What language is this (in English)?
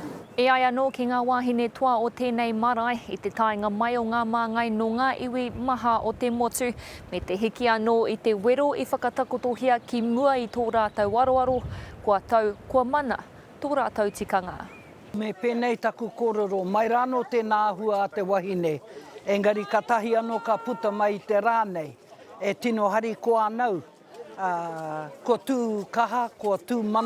Māori